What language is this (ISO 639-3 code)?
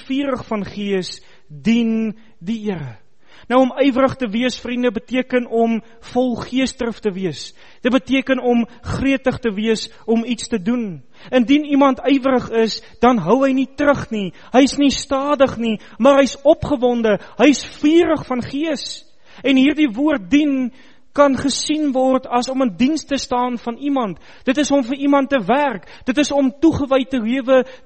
afr